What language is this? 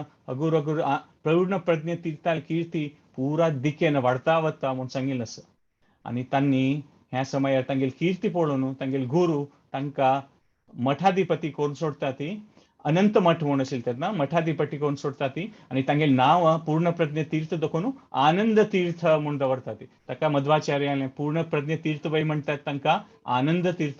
Konkani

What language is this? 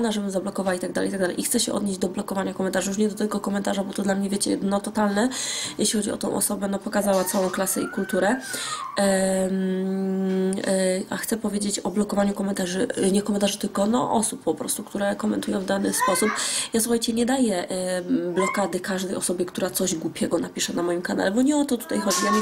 Polish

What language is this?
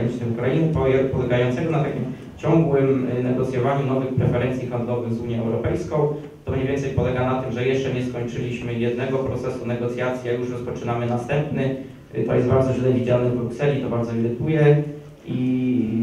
Polish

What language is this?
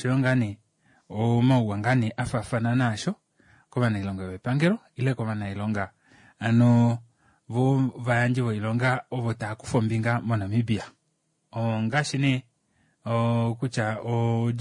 Kuanyama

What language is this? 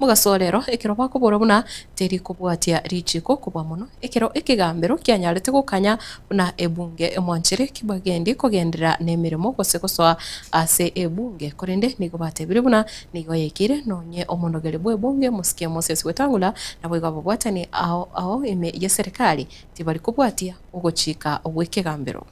Gusii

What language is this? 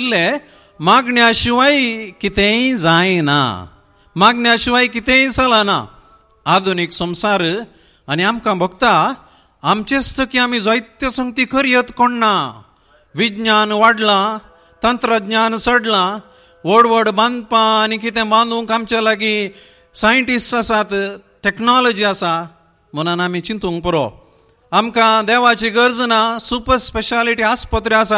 Konkani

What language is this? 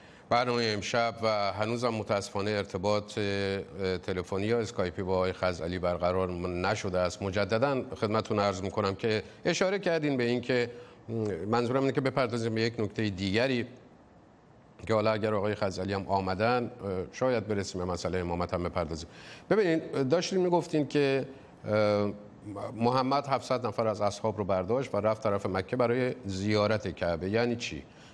Persian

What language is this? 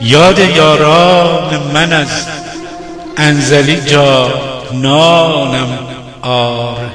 Gilaki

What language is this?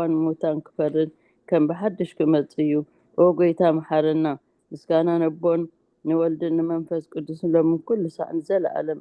Tigrinya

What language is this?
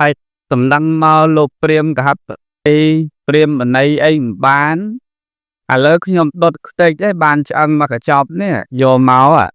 Khmer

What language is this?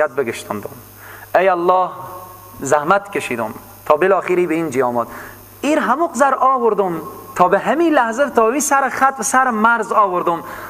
Persian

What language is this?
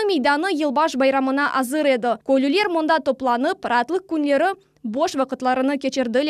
Crimean Tatar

